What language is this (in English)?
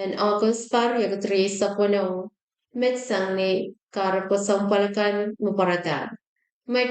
Pohnpeian